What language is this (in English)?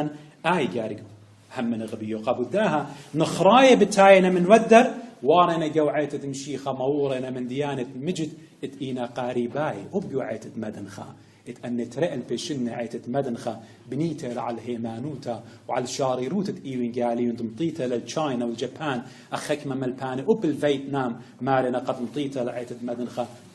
Assyrian Neo-Aramaic